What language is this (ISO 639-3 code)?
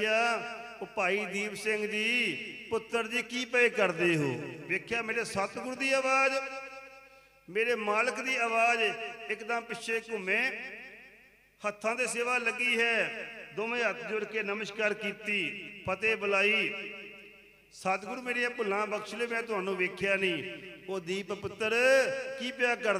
pan